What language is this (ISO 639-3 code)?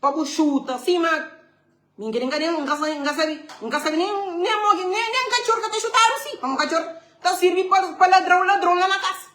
kea